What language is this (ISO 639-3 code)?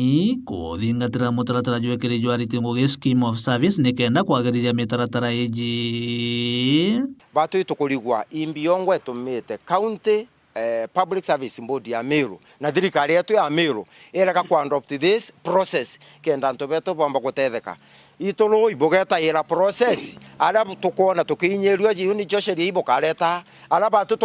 mer